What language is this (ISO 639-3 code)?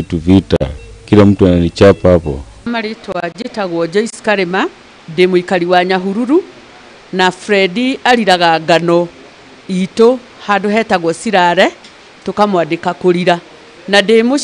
kik